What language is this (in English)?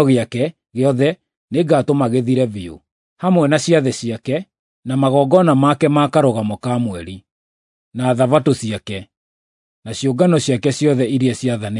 Kikuyu